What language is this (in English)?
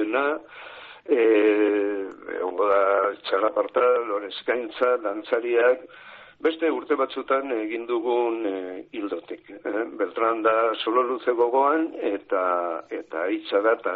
Basque